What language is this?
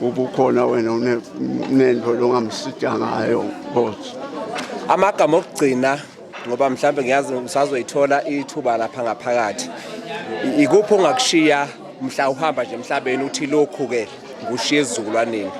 Zulu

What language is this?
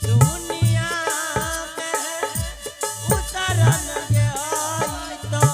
Angika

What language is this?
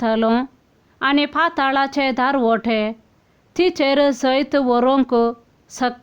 Konkani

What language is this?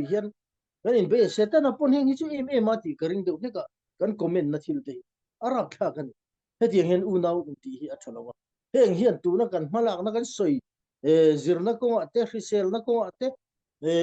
Falam Chin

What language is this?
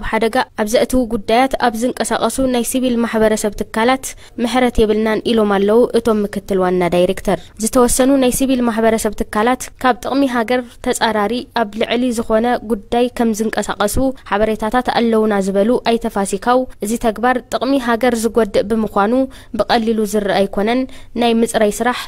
Tigrinya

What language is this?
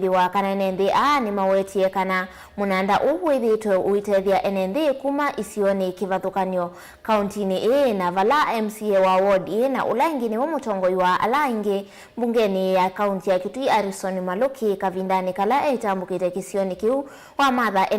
Kamba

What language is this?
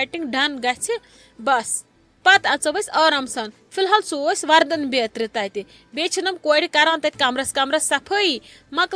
Kashmiri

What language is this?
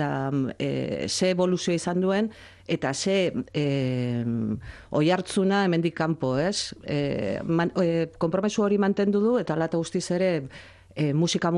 Basque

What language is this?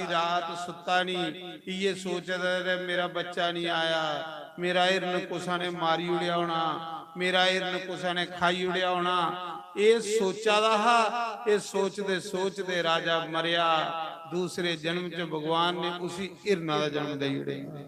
Dogri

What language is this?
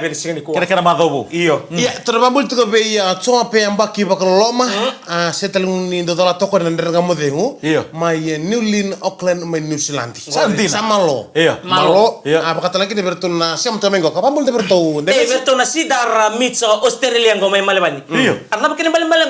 Fijian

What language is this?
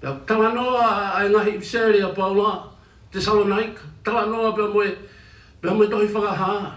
Tongan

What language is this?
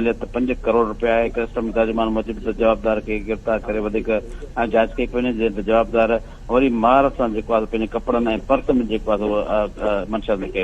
Sindhi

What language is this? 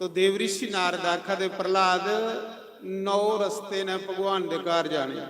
Dogri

